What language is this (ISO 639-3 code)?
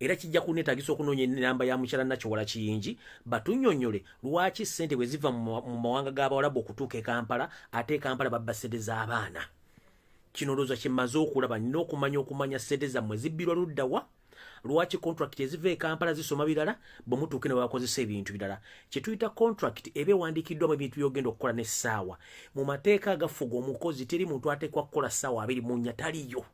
lug